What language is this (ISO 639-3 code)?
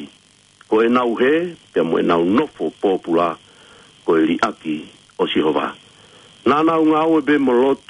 ton